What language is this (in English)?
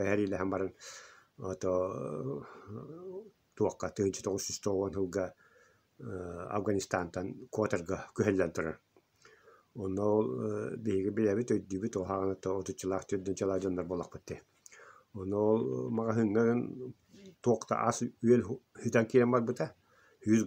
Yakut